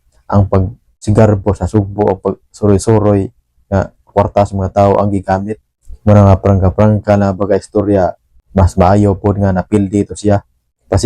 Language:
Cebuano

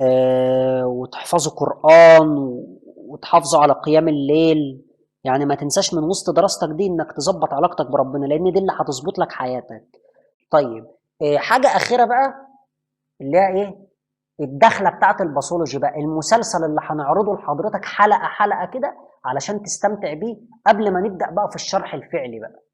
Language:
Egyptian Arabic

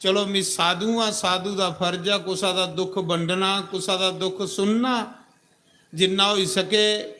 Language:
Dogri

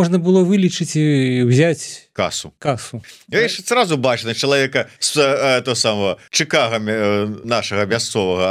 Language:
Belarusian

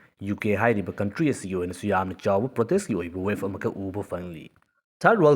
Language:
Manipuri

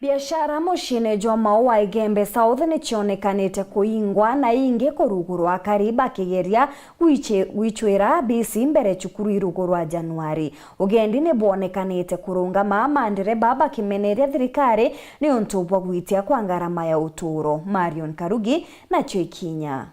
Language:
Meru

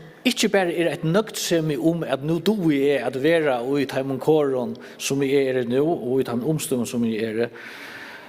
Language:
Faroese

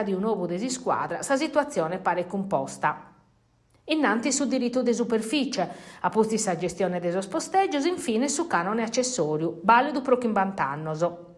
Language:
Sardinian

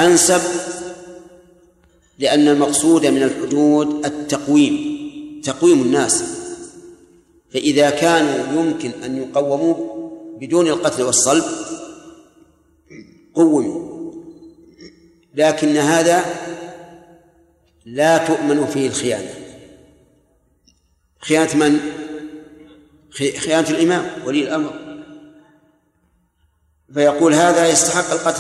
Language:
Arabic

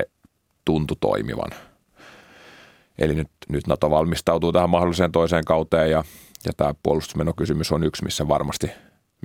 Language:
Finnish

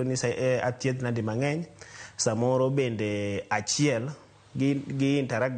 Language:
Luo (Kenya and Tanzania)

